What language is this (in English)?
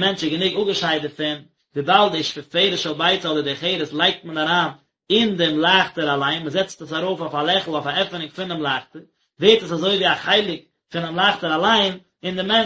Yiddish